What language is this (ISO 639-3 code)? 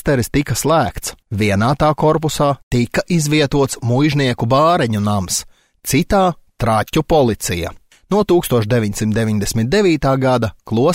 lav